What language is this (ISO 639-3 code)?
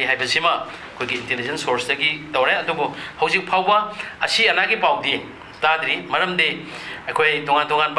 mni